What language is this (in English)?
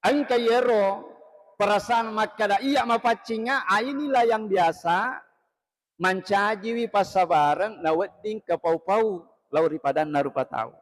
Buginese